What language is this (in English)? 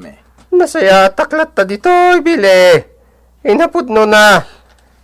Iloko